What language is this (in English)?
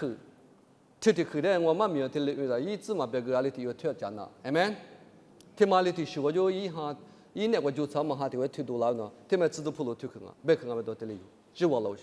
Lisu